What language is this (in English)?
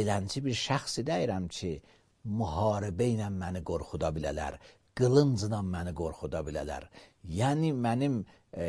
Azerbaijani